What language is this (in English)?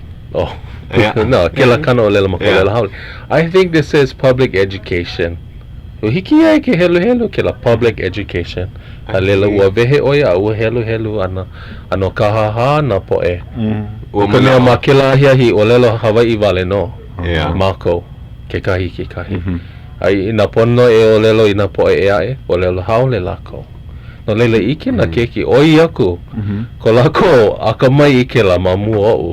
Hawaiian